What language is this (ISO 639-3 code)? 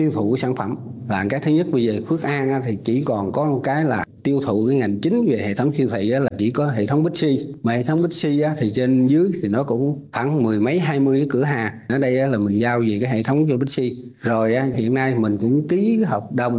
vie